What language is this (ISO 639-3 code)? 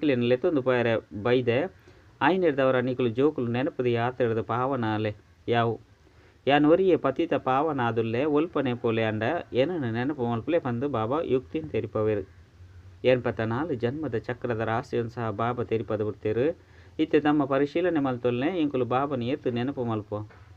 tcy